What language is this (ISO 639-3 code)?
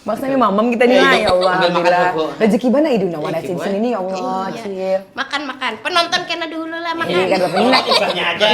bjn